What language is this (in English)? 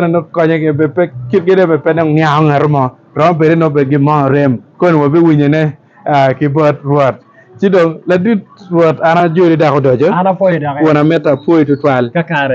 Acoli